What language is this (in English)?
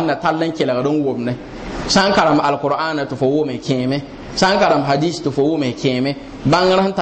Mossi